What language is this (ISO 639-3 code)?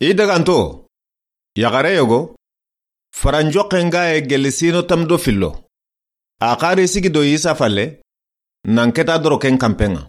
snk